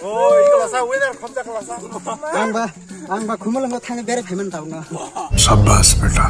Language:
Kok Borok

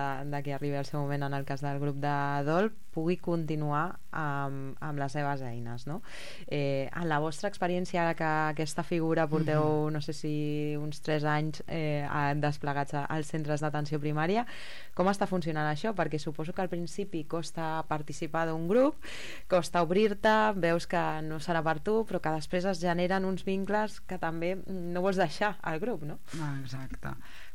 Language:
Catalan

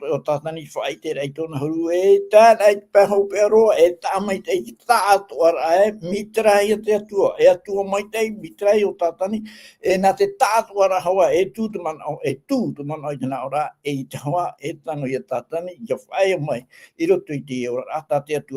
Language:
Tahitian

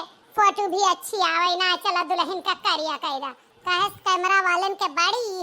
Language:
Awadhi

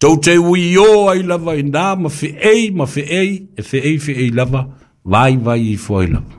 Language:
Samoan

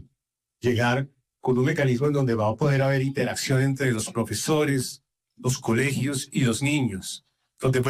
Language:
Spanish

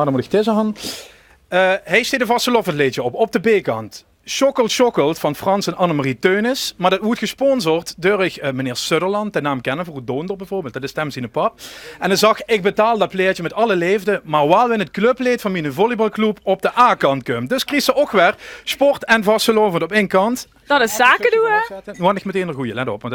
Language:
Limburgish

